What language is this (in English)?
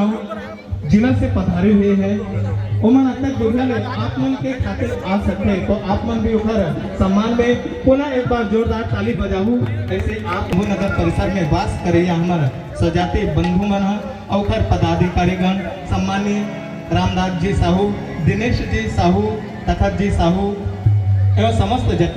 Chhattisgarhi